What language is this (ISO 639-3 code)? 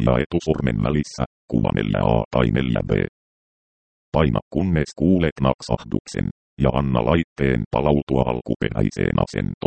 fin